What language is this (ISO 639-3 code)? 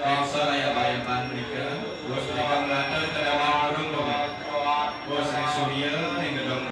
ban